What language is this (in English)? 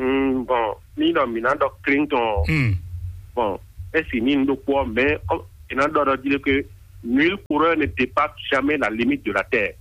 Fon